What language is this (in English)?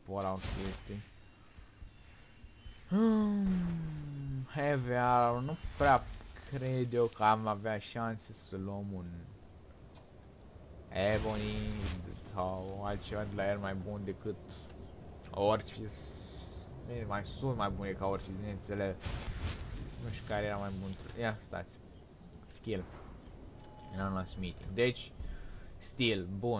Romanian